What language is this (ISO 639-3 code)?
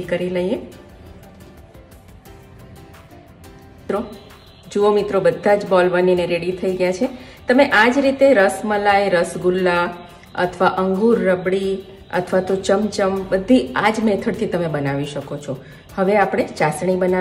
guj